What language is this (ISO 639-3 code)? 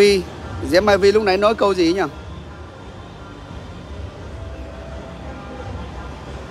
vie